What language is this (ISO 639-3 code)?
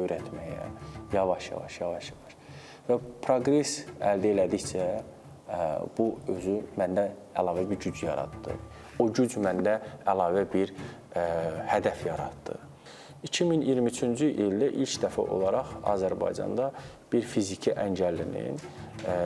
aze